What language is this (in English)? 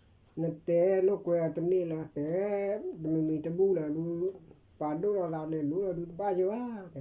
S'gaw Karen